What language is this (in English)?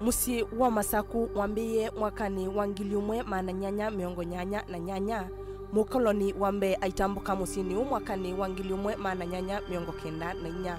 Kamba